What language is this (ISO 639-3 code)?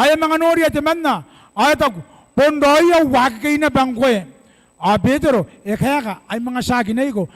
gil